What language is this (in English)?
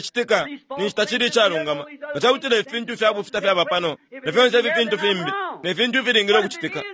Bemba